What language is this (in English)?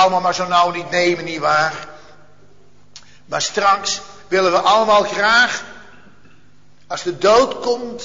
Dutch